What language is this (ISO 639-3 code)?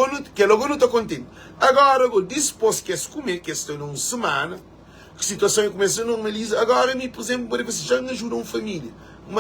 kea